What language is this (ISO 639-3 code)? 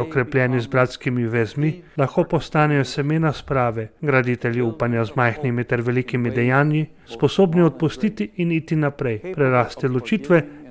slv